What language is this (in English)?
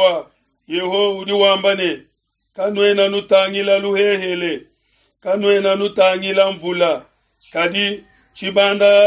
Luba-Lulua